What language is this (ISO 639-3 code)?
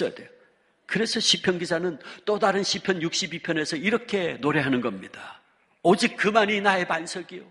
kor